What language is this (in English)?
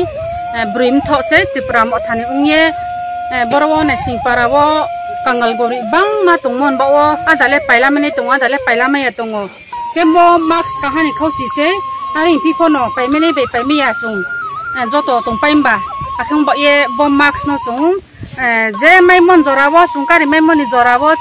Riang (India)